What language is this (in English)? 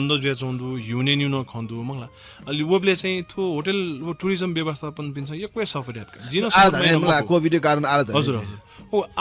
Newari